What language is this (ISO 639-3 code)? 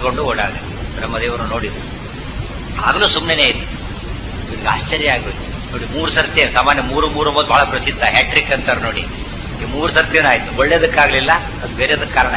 kan